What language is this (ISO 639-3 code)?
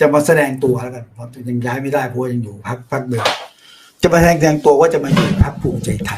lao